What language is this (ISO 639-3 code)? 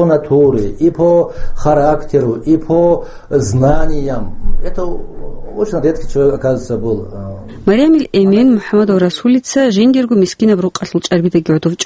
ava